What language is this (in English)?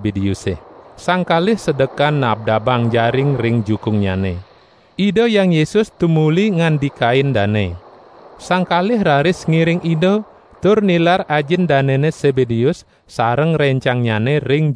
Balinese